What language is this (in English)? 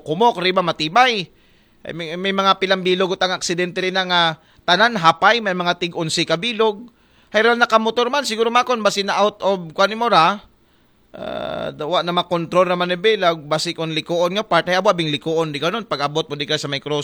Aklanon